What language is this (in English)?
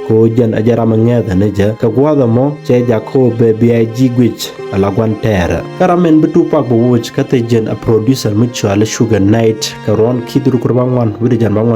Nuer